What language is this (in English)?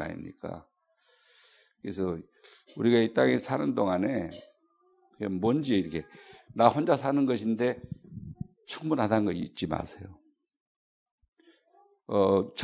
Korean